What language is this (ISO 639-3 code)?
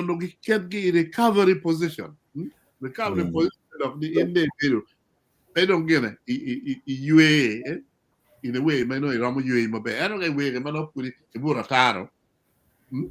ach